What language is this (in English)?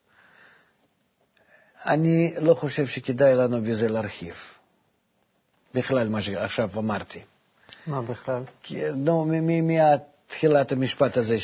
Hebrew